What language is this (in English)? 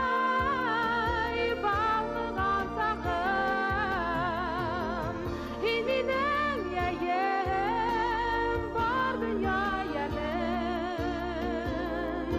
Bashkir